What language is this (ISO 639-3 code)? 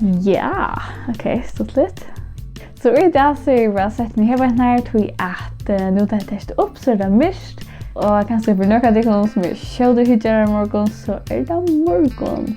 fao